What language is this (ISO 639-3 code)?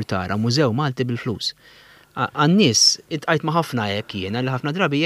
mlt